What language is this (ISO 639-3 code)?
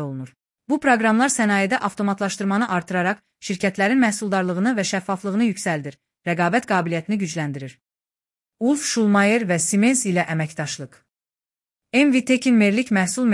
aze